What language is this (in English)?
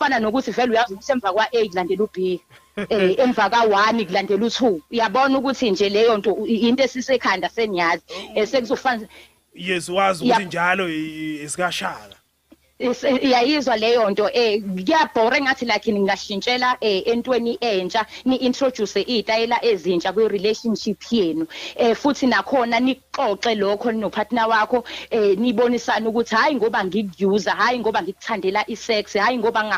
Zulu